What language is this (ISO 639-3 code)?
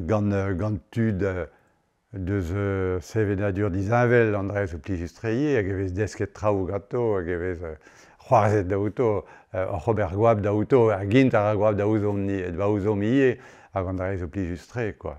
bre